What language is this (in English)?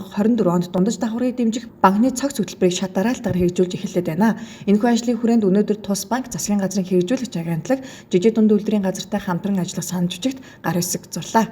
Mongolian